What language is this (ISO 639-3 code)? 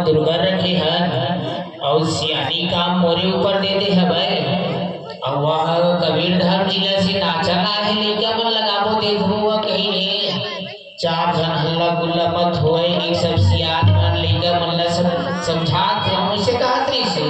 hne